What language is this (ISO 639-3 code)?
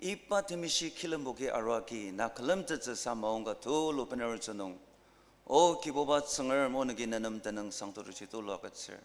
njo